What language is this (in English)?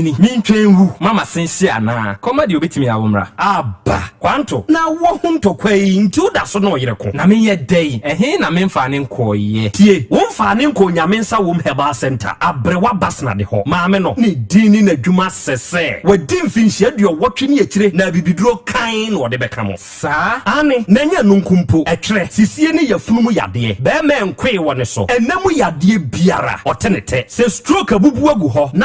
Akan